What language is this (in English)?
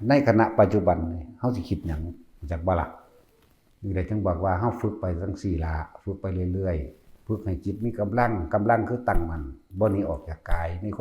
Northeastern Thai